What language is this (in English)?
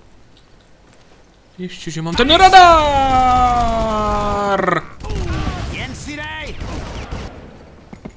Czech